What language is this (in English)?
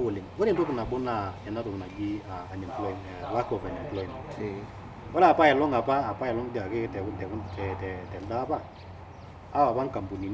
Masai